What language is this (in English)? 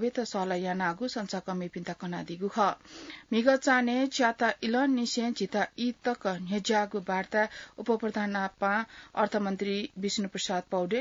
Newari